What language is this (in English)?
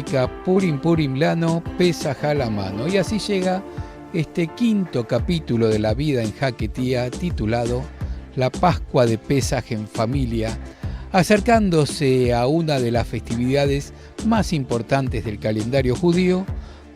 Ladino